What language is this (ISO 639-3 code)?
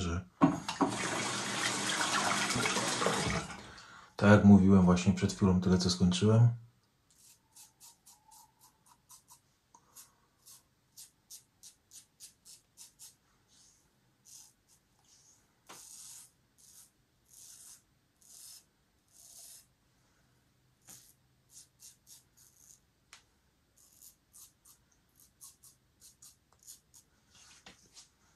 pol